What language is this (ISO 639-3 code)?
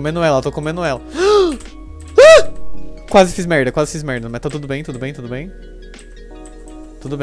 por